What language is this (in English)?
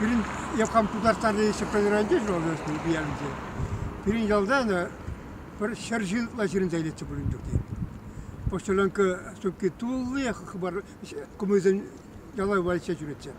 Chuvash